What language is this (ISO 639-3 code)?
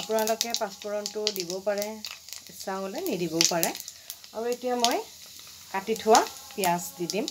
asm